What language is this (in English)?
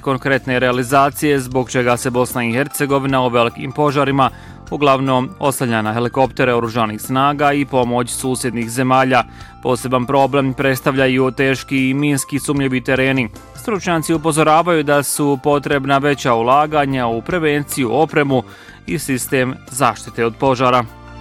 Bosnian